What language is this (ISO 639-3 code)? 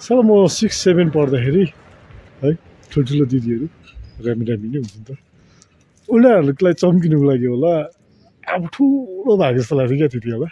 nep